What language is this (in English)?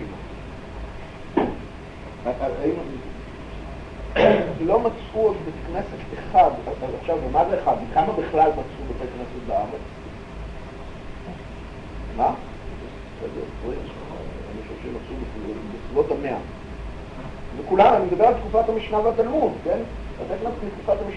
Hebrew